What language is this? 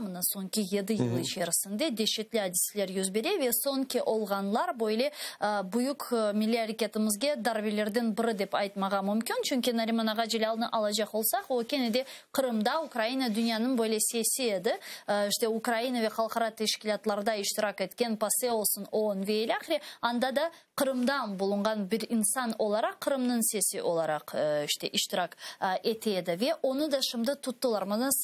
Crimean Tatar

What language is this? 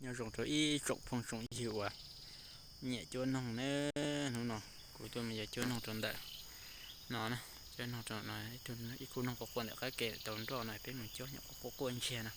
Hmong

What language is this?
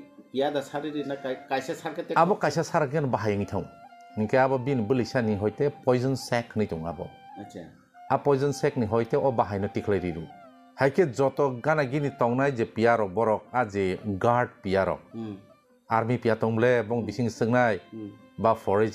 Kok Borok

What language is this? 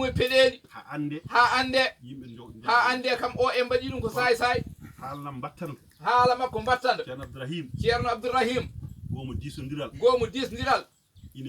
Fula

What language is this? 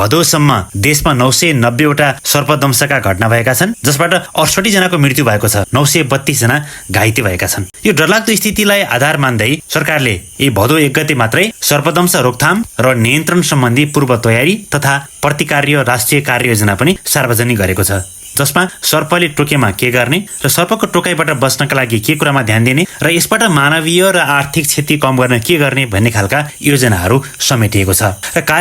Nepali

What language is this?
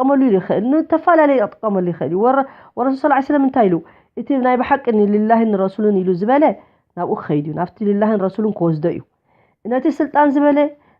Tigrinya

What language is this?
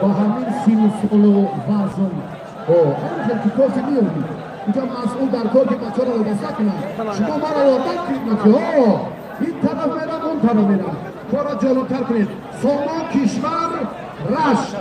Tajik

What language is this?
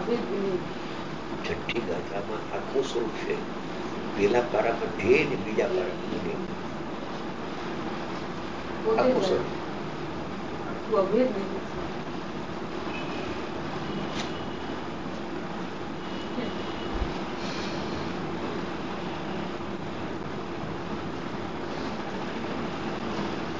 Gujarati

